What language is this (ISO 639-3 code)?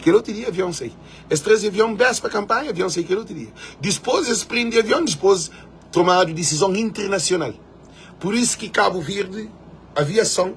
kea